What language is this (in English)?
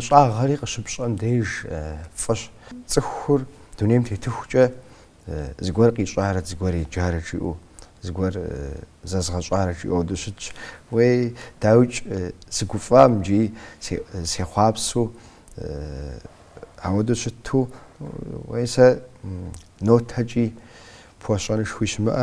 Kabardian